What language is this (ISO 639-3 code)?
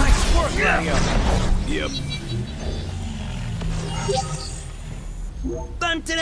eng